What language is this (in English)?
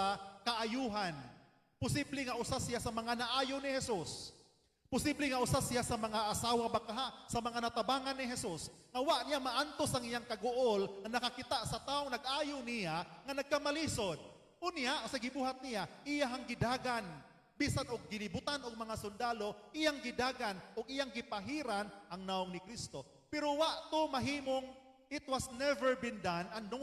Cebuano